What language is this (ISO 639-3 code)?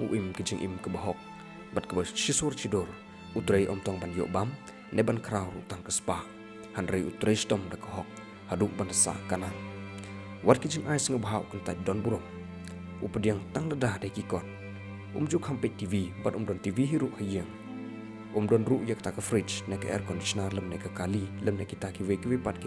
kha